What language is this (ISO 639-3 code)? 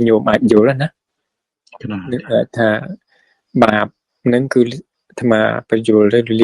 khm